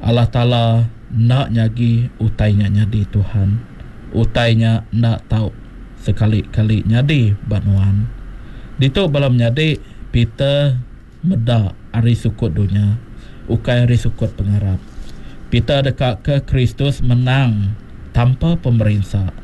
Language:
Iban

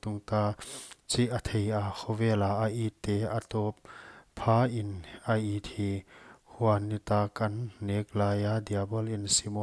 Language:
Paite Chin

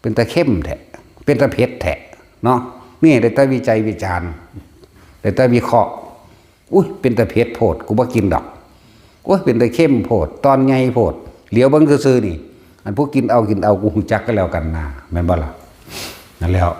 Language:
Northeastern Thai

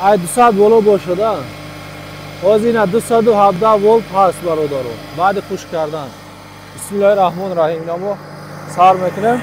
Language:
Tajik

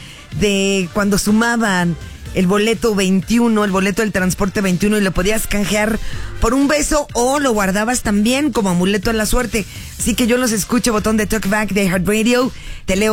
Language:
Spanish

